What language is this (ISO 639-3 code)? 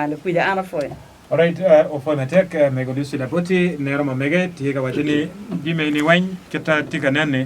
ach